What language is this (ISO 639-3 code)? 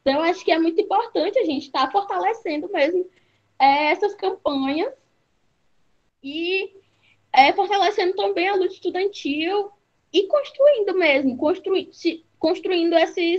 por